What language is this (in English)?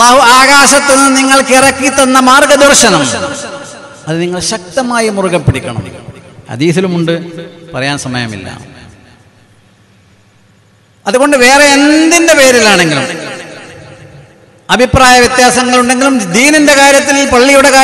Malayalam